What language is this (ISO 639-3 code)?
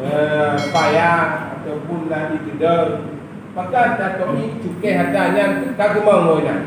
ace